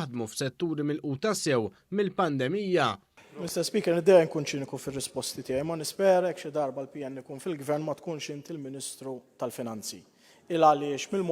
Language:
Maltese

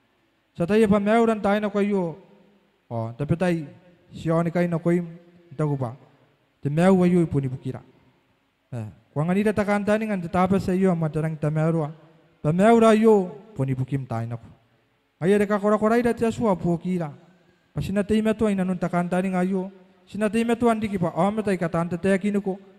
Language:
Gilbertese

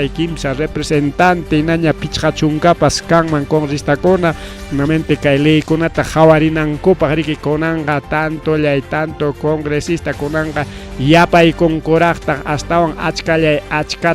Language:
Ayacucho Quechua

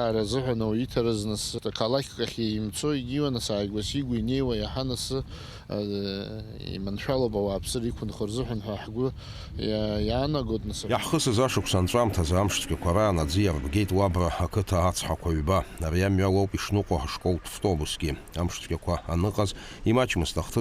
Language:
Abkhazian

